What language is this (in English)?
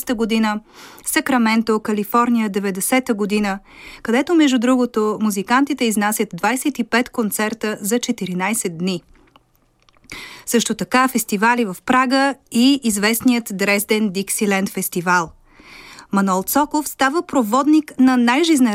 Bulgarian